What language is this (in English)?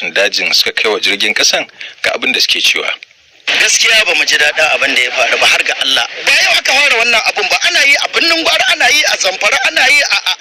Hausa